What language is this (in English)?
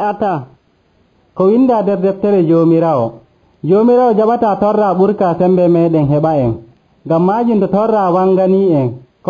Nigerian Fulfulde